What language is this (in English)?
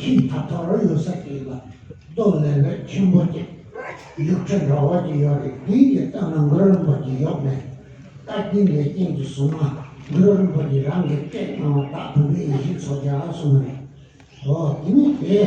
Tibetan